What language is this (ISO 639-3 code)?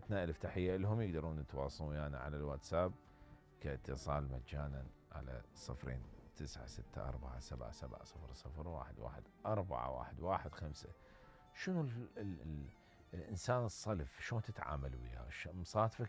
acm